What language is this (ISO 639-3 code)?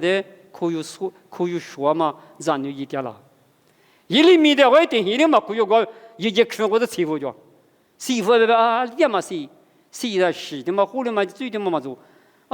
lis